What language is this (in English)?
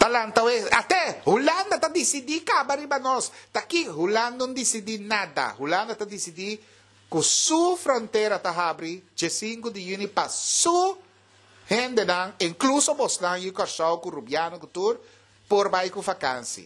Papiamento